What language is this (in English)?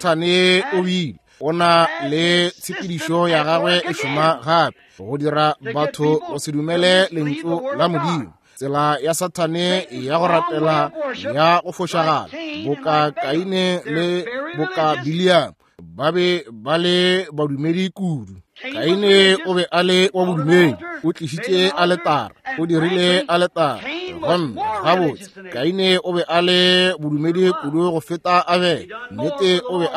Northern Sotho